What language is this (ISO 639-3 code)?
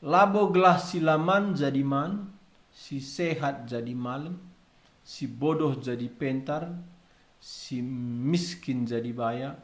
btx